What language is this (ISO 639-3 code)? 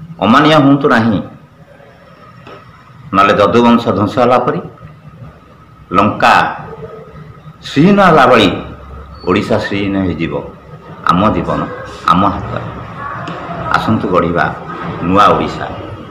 ori